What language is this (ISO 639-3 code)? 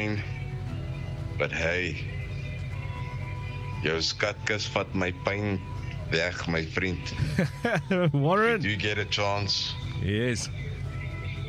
afr